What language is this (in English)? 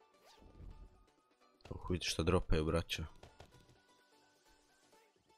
Croatian